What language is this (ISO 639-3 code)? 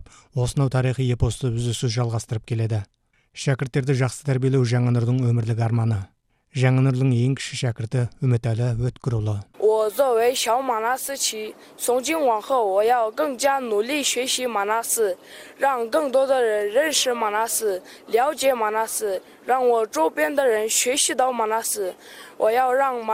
kaz